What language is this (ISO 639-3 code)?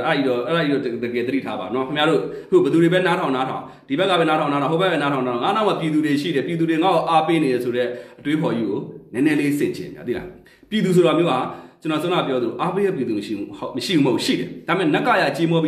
mya